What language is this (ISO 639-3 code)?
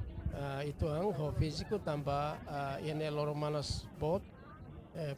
tet